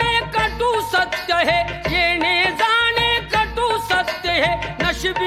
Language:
Marathi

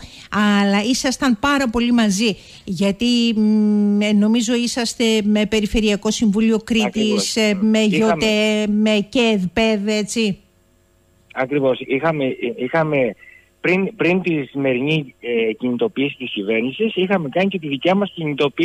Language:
Greek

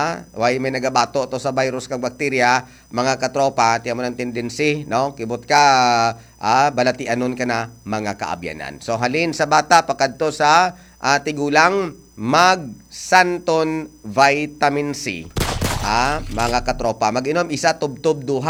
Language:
Hiligaynon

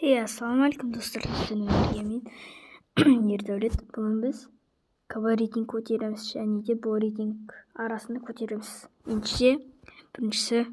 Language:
Kazakh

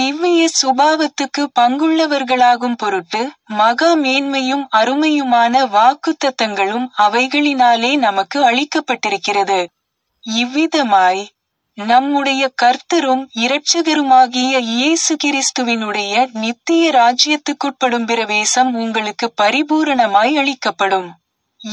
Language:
Tamil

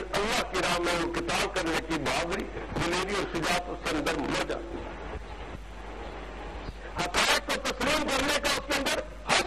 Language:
Urdu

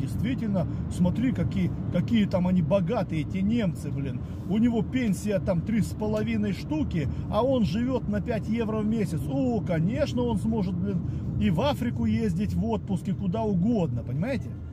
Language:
Russian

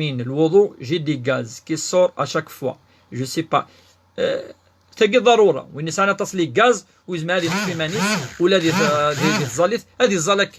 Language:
Kabyle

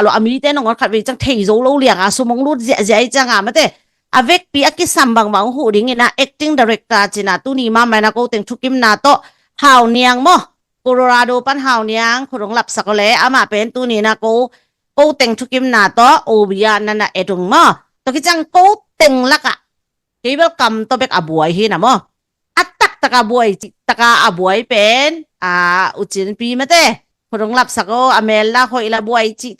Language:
Tedim Chin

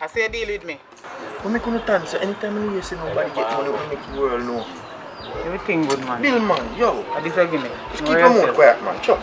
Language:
Jamaican Creole English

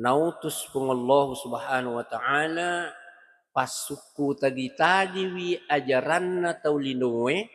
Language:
Buginese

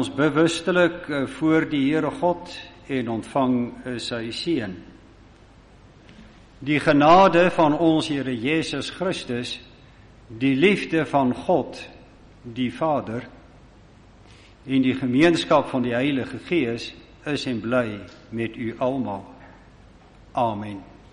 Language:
Afrikaans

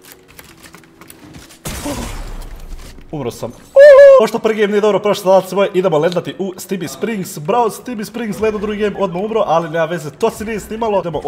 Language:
Croatian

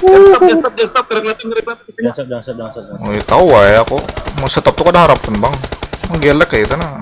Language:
Banjar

